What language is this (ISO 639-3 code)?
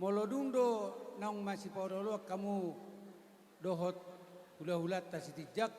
bbc